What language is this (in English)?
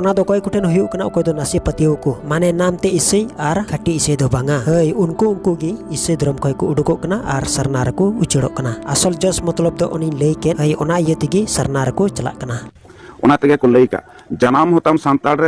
Santali